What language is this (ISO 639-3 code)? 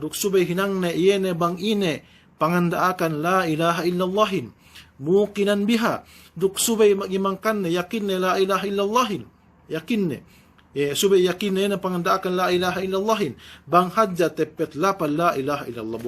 yka